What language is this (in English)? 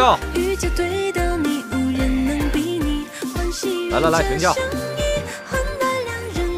Chinese